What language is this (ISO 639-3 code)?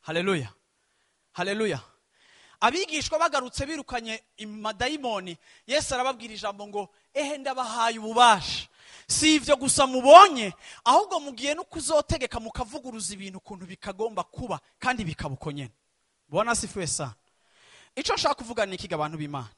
run